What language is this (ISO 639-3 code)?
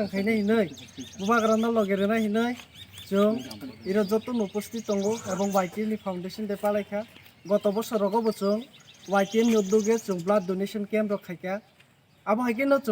trp